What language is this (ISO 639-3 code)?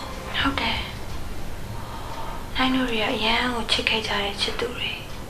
mya